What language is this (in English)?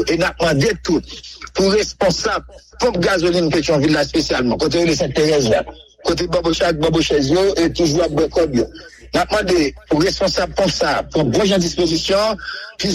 Haitian Creole